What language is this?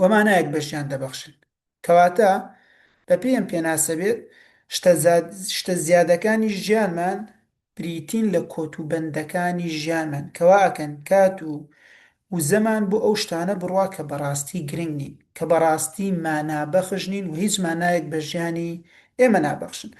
Central Kurdish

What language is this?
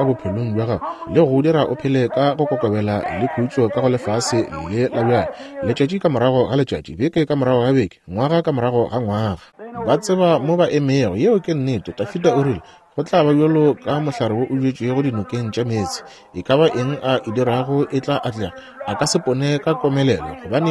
Northern Sotho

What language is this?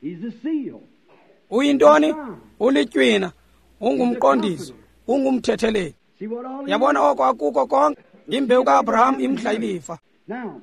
Xhosa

